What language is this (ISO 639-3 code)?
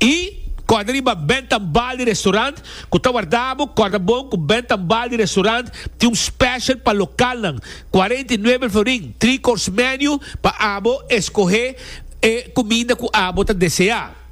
pap